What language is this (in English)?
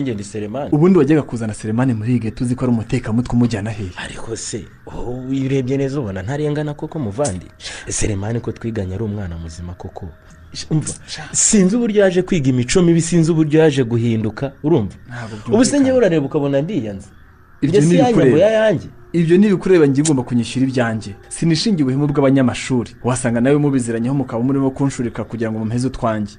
Kinyarwanda